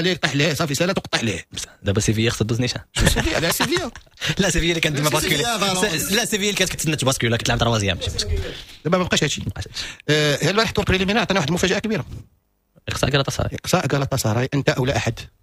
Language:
Moroccan Arabic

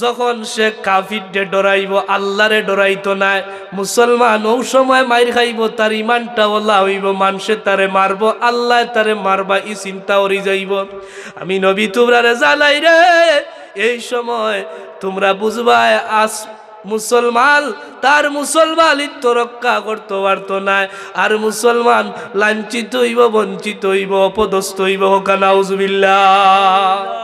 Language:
Sylheti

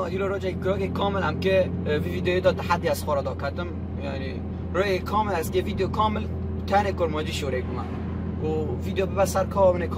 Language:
Kurdish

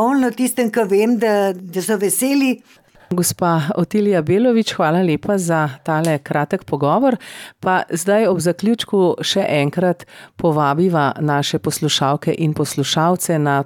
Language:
Slovenian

